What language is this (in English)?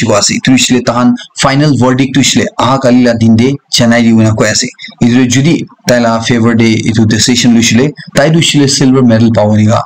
Naga Pidgin